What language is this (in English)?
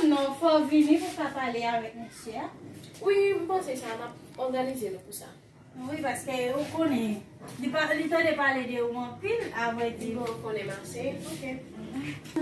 Haitian Creole